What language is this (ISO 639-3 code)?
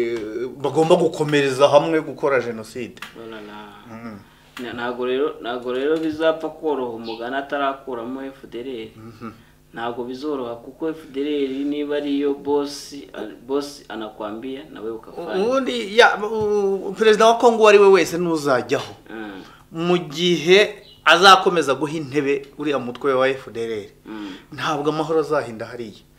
kin